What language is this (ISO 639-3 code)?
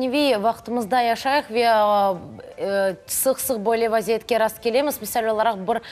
crh